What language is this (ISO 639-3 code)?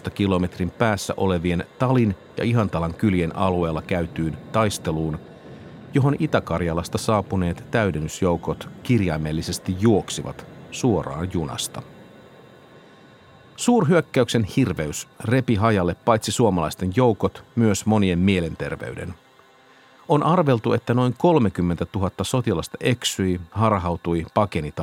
fin